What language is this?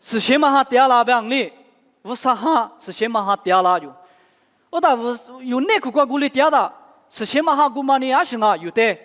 Lisu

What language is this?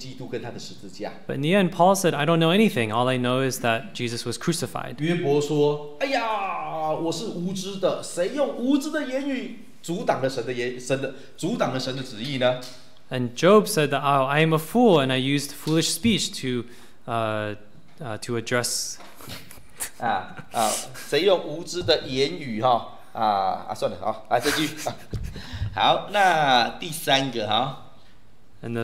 Chinese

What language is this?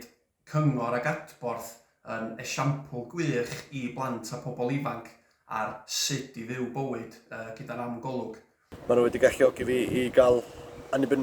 Welsh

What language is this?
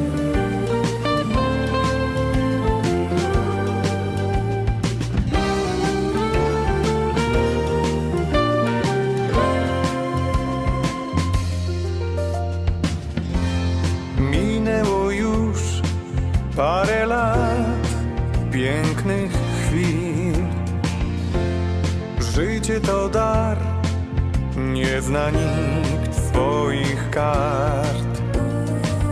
Polish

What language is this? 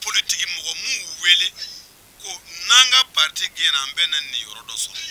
Bambara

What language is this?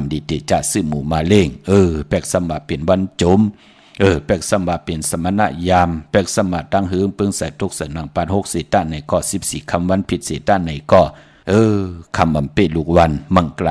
Shan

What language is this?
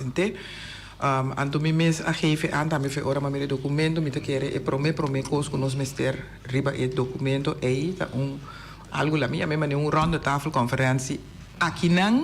Papiamento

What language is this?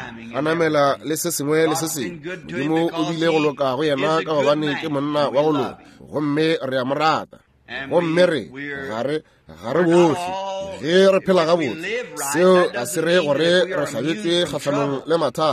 Northern Sotho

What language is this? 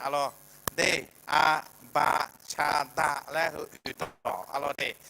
Akha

